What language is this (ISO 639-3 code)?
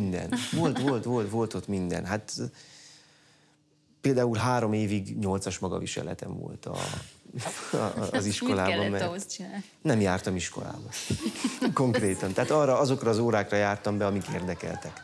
hun